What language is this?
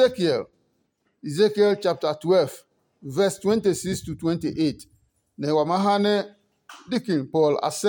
Adangme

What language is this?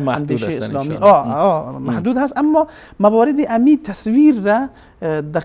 Persian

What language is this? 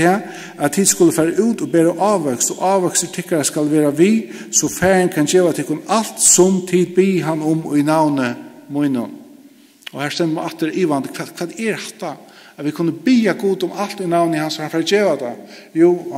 Faroese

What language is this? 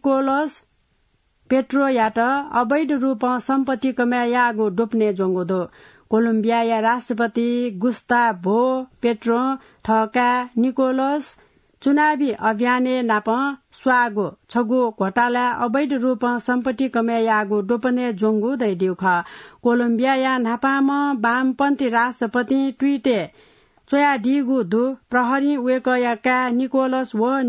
Newari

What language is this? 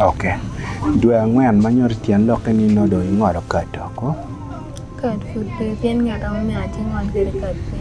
Acoli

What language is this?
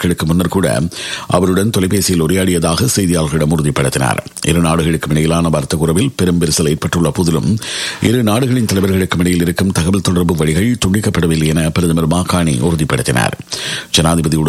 Tamil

